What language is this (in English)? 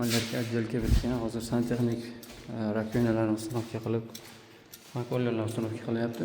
Uzbek